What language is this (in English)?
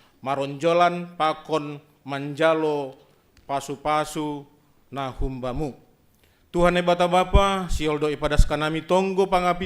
Batak Simalungun